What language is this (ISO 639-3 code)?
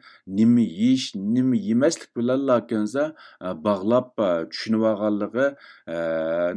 uig